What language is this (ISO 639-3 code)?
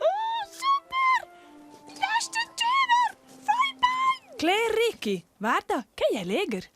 roh